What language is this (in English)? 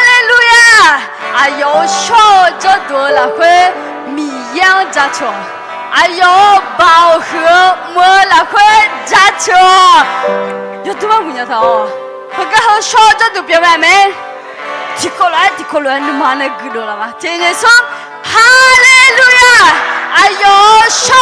Akha